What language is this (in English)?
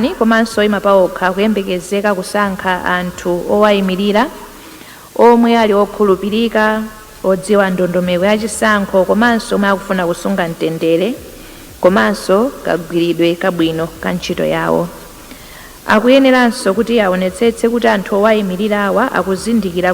Nyanja